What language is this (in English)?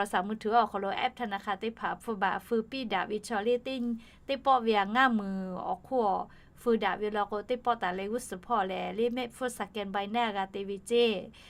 Lahu